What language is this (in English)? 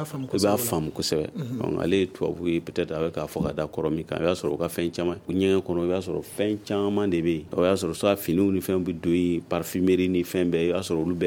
Bambara